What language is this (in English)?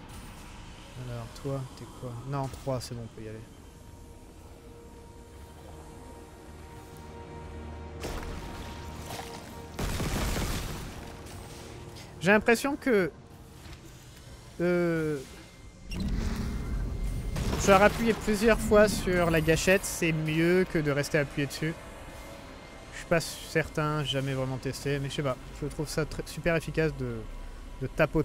French